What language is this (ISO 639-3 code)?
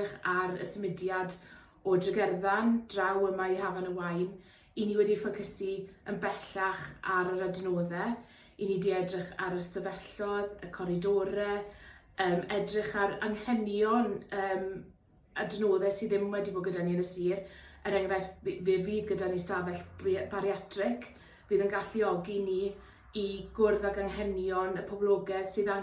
cym